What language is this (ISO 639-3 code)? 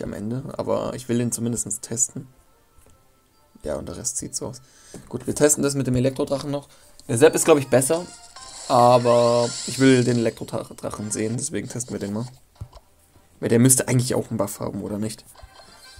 deu